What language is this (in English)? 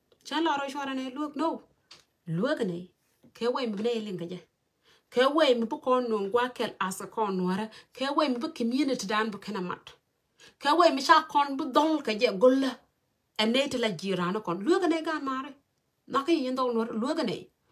Nuer